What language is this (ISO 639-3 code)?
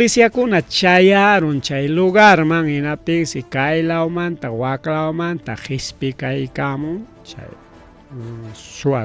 quy